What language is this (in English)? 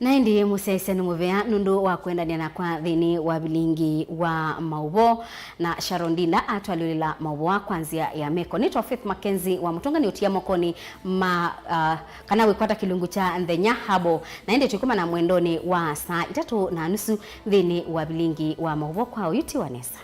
Kamba